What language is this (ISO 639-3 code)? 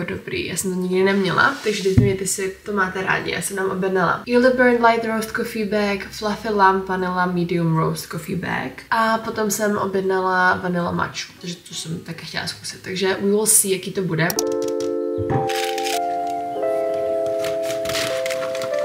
ces